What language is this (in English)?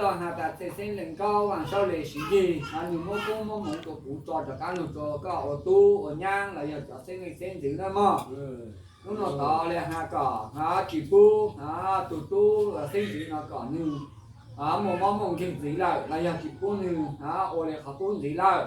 Hmong